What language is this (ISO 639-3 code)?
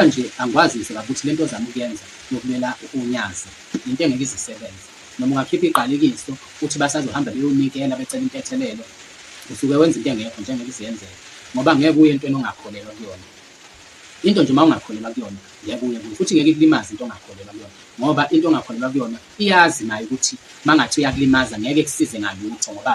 zul